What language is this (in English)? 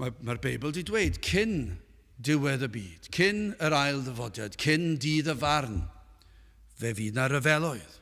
Welsh